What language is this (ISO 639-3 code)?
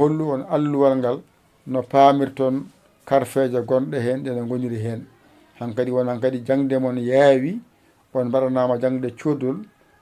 ful